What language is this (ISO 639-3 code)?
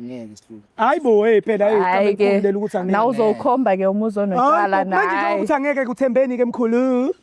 zul